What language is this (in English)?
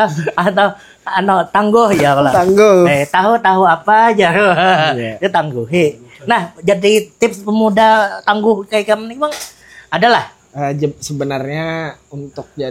Banjar